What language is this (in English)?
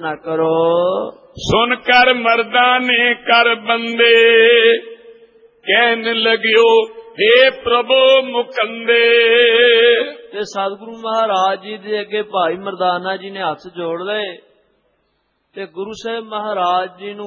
Punjabi